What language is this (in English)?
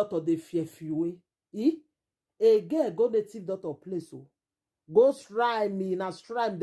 Nigerian Pidgin